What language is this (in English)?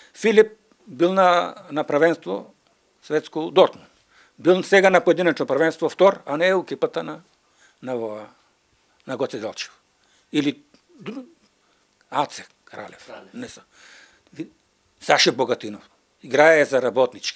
Macedonian